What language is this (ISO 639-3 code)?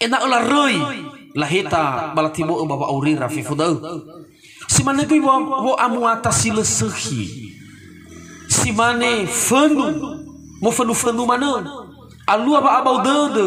nia